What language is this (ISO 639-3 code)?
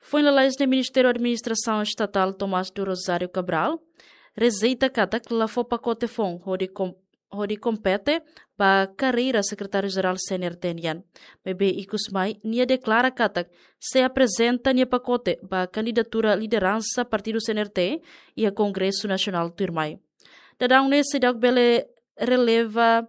tet